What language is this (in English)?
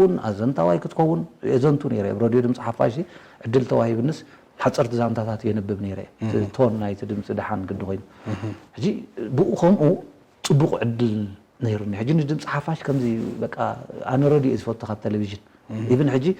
Tigrinya